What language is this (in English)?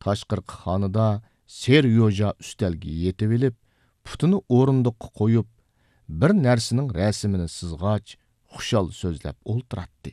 Uyghur